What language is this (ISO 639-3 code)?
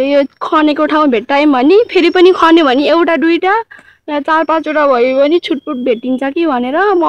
nep